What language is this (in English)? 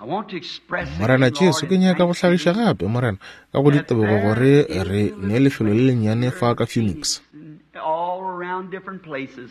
Northern Sotho